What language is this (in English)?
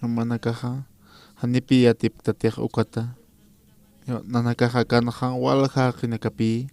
Aymara